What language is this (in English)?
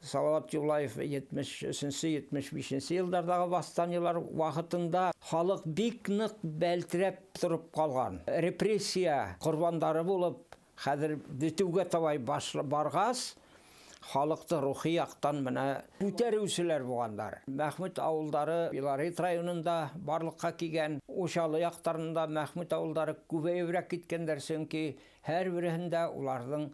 Bashkir